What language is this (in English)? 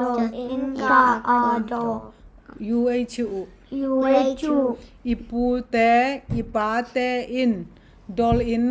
Tedim Chin